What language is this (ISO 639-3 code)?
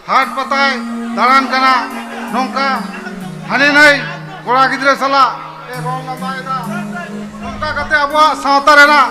sat